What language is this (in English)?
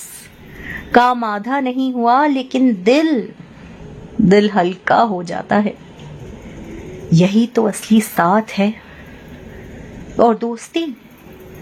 Hindi